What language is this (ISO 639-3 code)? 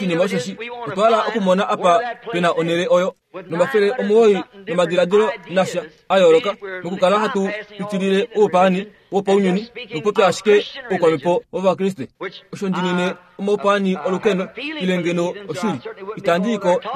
kua